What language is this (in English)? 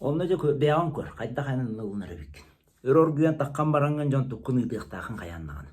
Yakut